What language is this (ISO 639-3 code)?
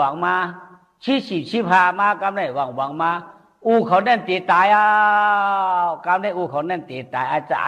shn